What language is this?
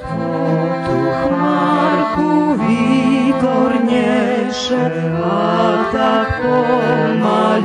Rusyn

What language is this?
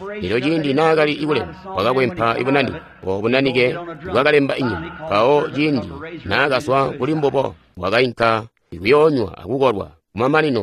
Tonga (Zambia)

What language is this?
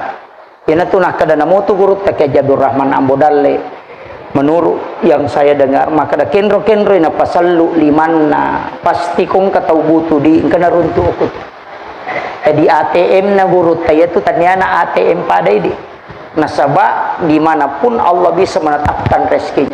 Buginese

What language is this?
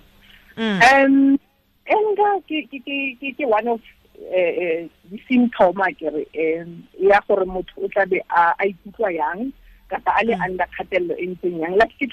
Tswana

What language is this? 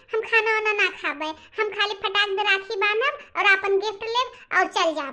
Bhojpuri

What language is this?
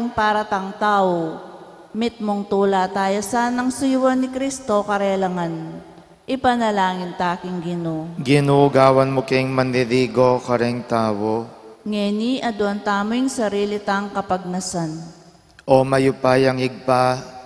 Pampanga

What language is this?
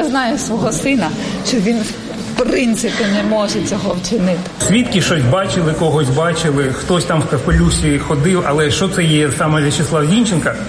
Ukrainian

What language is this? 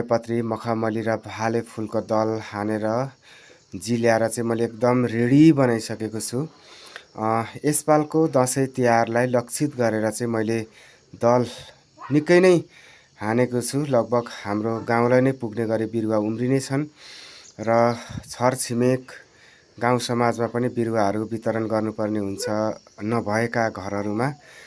Nepali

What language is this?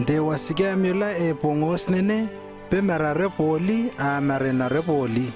Lewo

